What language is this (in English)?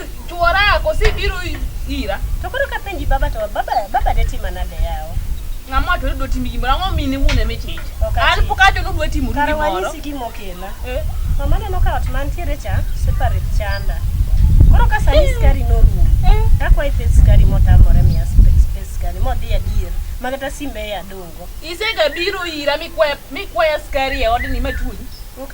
Luo (Kenya and Tanzania)